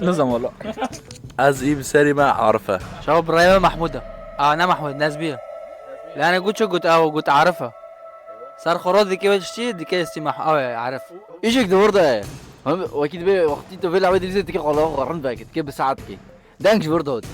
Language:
Kurdish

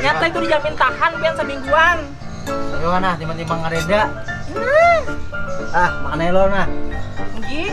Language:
Banjar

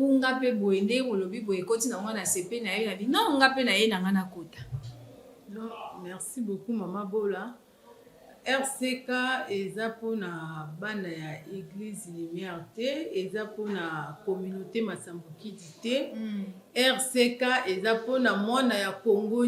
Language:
Lingala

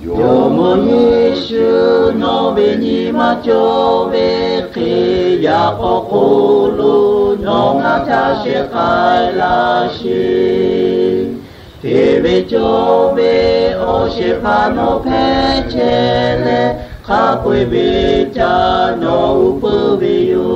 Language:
Lahu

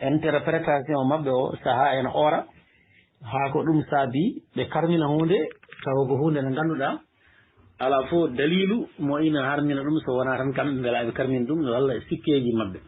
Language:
Fula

